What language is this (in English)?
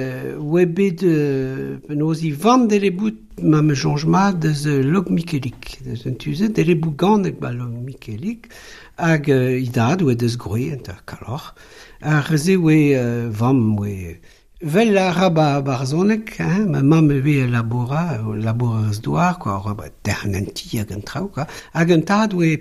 Breton